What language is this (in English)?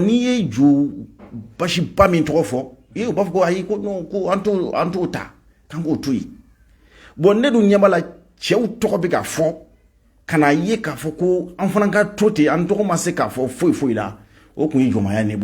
Bambara